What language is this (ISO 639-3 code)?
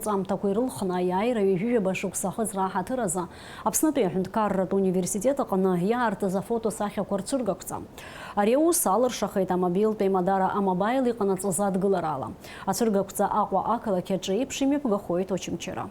abk